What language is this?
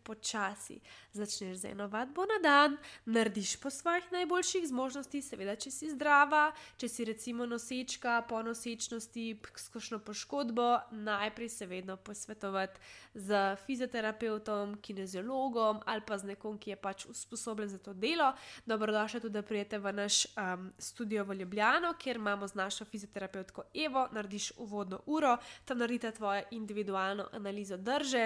Slovenian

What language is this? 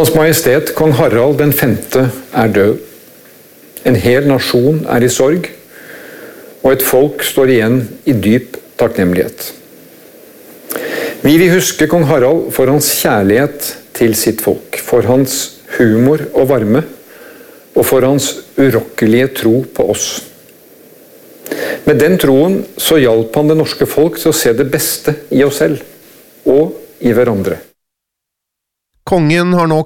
Norwegian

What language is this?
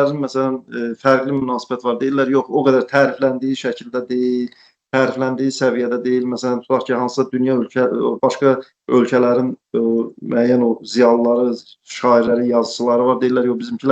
Azerbaijani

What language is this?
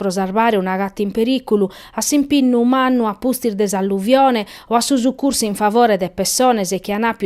Sardinian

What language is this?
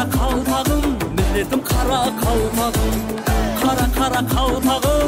Kara-Kalpak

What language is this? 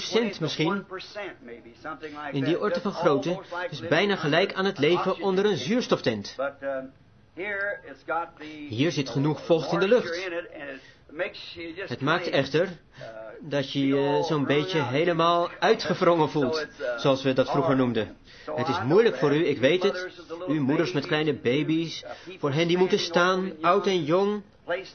Dutch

